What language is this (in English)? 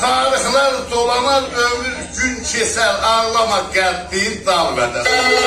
South Azerbaijani